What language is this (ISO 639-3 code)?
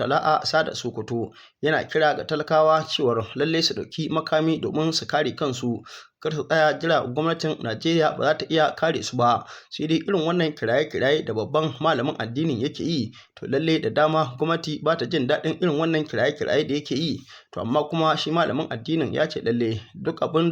hau